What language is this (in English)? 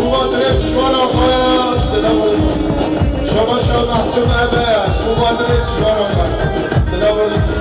Kurdish